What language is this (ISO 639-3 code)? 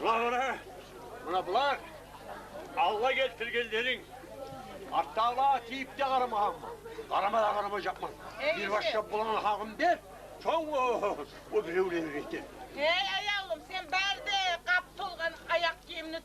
kum